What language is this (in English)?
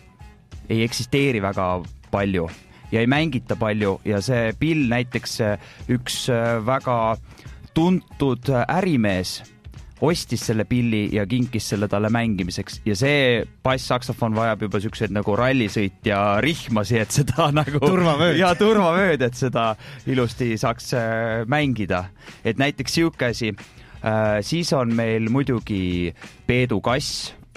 Estonian